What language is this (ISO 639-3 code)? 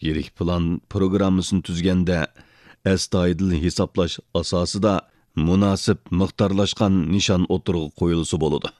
uig